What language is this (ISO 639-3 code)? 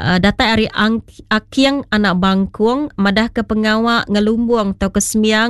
iba